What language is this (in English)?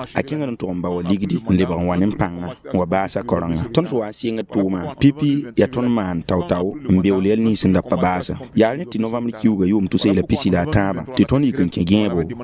Mossi